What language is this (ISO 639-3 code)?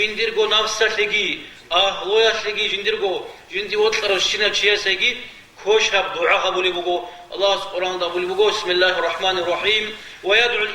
ava